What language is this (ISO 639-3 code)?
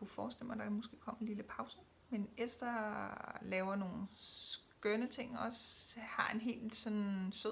dan